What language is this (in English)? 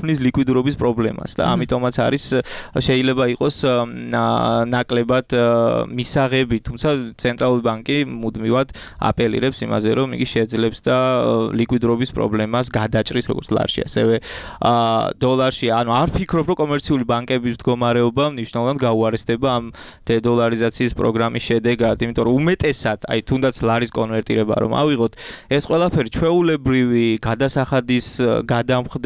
Georgian